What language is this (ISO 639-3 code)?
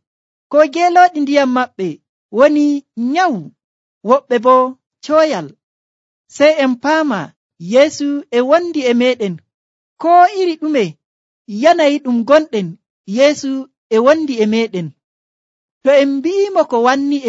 fuv